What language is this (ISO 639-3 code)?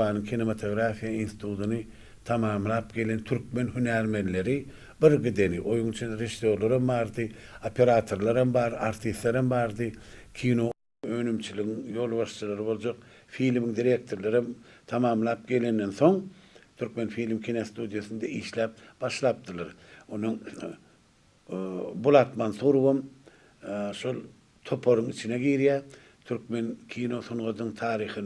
tuk